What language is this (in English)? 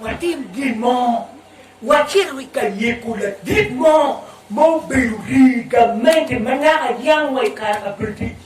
Acoli